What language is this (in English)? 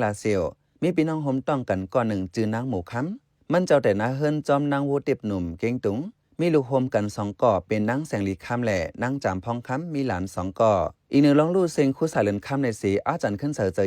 Shan